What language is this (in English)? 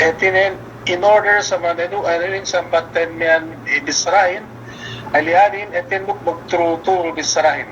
Yakan